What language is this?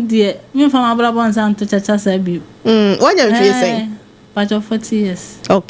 Akan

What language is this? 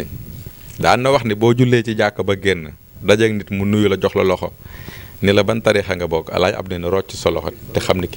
Wolof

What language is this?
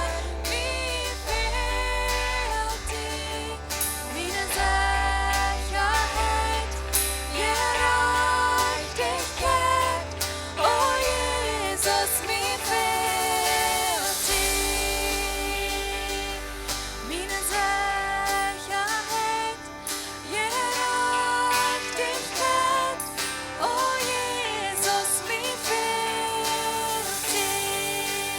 Plautdietsch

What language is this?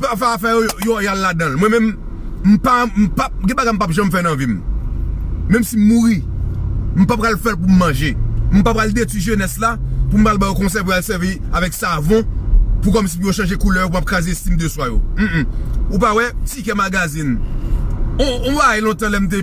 Haitian Creole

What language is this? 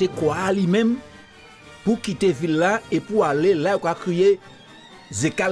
Guadeloupean Creole French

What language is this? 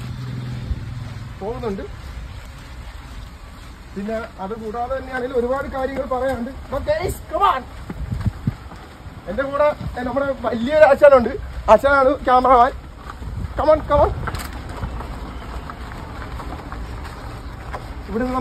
Malayalam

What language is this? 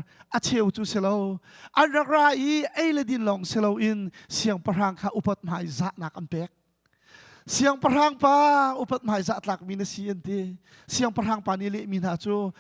Hakha Chin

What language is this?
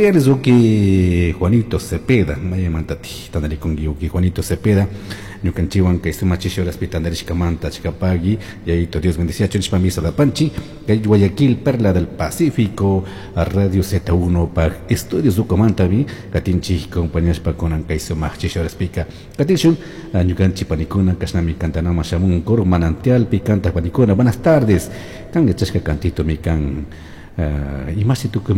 Chimborazo Highland Quichua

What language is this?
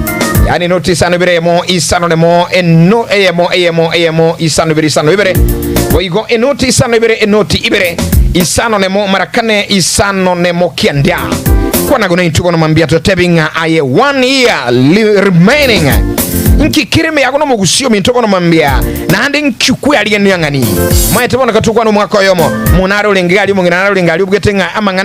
Gusii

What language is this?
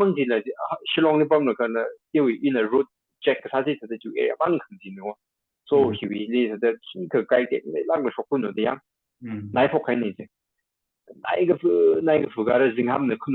Tangkhul Naga (India)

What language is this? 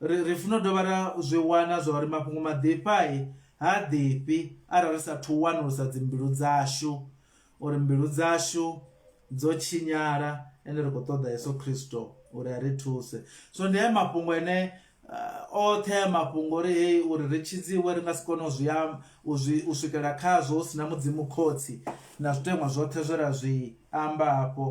Venda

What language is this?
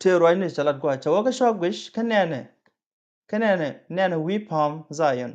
Nuer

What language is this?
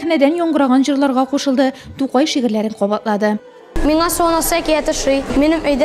Tatar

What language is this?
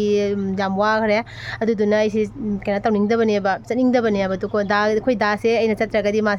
Manipuri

